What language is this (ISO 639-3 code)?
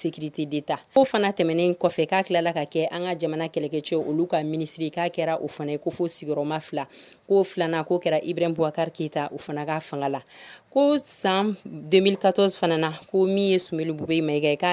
bam